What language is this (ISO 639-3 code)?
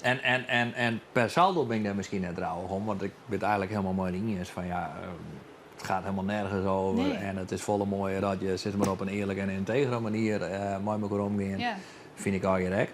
fry